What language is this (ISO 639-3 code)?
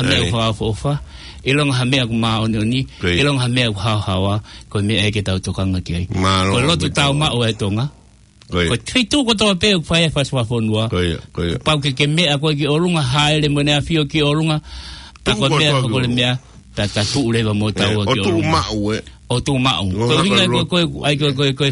ton